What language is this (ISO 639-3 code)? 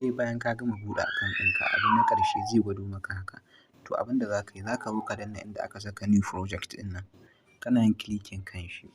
hau